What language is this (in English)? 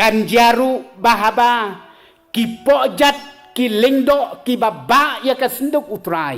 Khasi